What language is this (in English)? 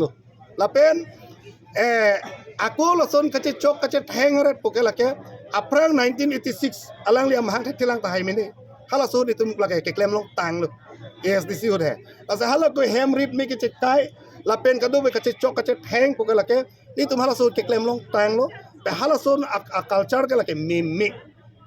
Karbi